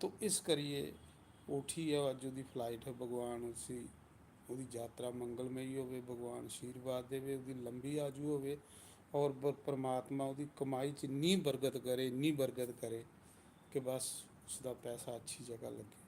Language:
Dogri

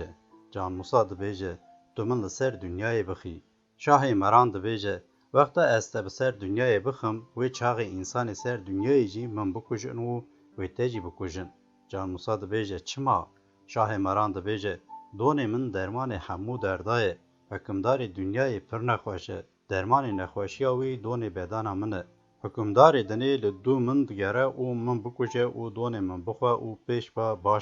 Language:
Kurdish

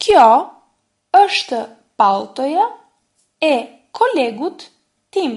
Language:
Albanian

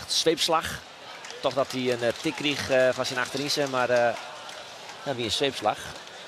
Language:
Western Frisian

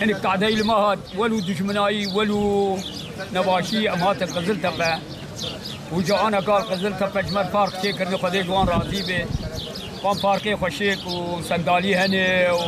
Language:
Kurdish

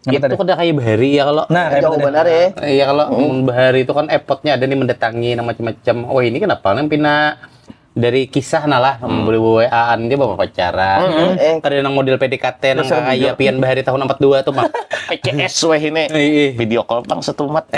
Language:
Banjar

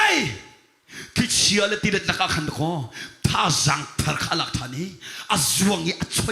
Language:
Hakha Chin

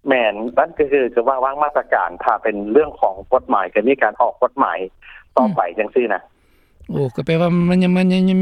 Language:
Lao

